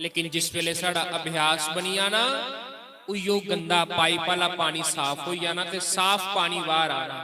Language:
Dogri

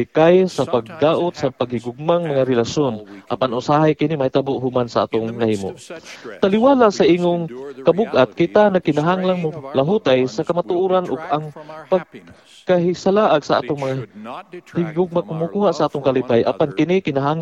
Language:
Cebuano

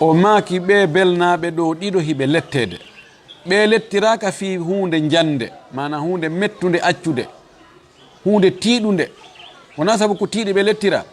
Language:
Fula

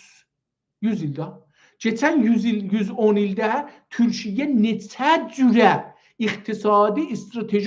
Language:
South Azerbaijani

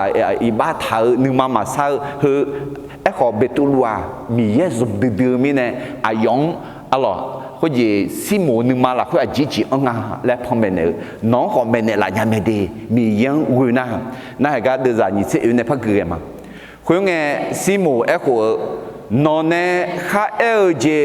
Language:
Akha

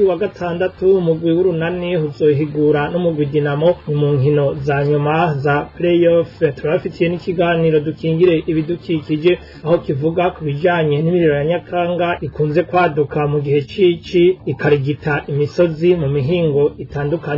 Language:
Rundi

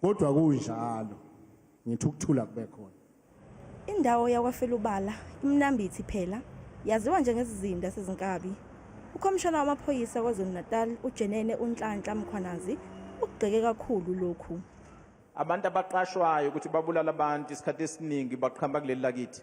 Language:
Zulu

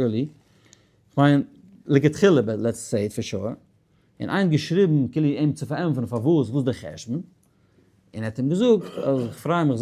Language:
Yiddish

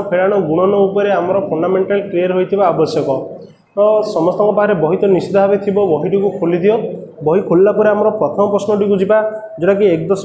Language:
Odia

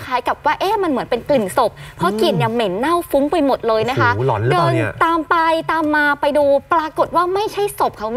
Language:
Thai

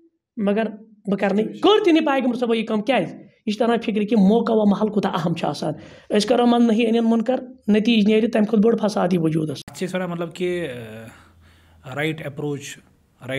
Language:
Kashmiri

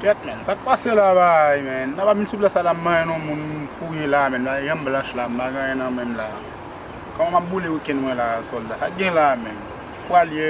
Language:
Haitian Creole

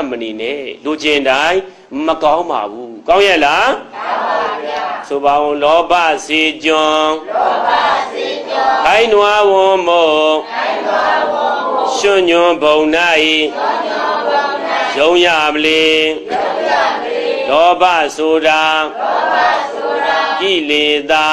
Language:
Burmese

